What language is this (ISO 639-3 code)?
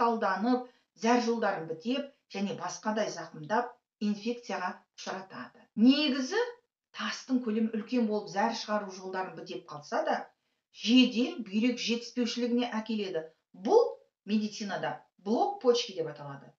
kaz